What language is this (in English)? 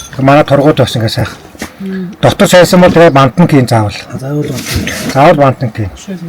Mongolian